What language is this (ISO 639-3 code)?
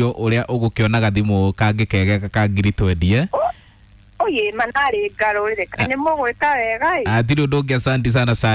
kik